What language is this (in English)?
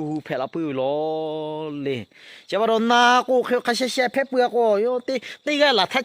Lahu